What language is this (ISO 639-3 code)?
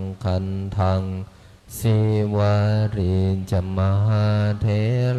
pli